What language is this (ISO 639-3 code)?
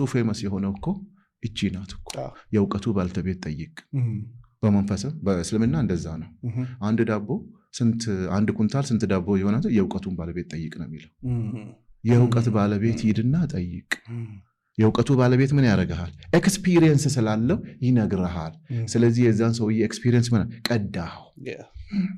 amh